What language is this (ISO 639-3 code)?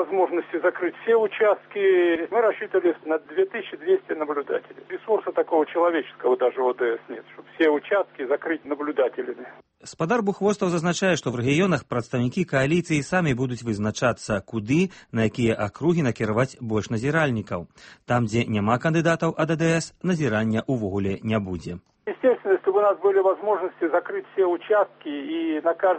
bel